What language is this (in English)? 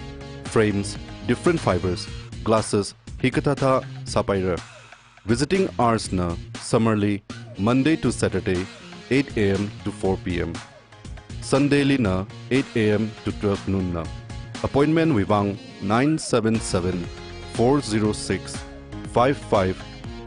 Tangkhul Naga (India)